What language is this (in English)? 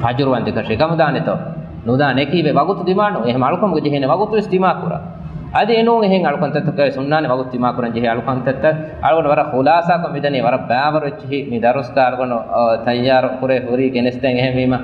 Divehi